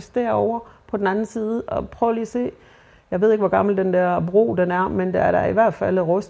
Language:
Danish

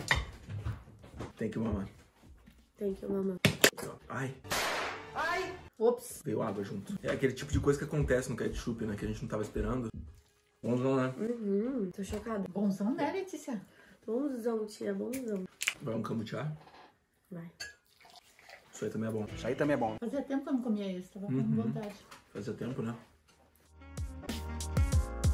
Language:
Portuguese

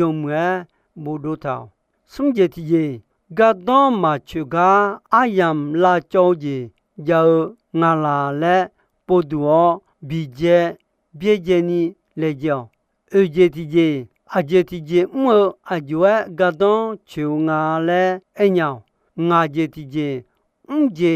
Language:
Akha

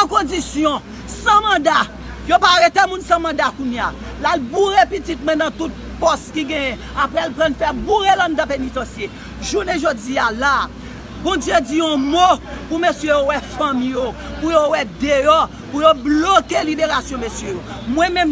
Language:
Haitian Creole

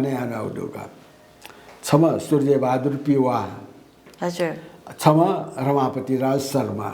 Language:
Newari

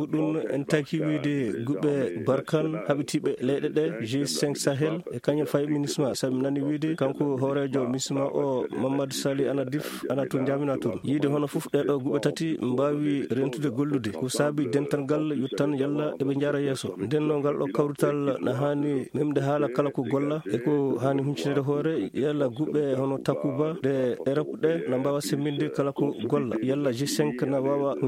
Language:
Fula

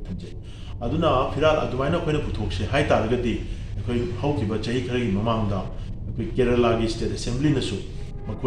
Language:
Manipuri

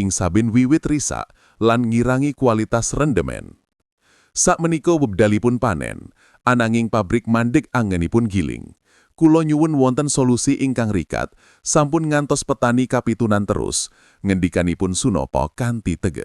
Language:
Javanese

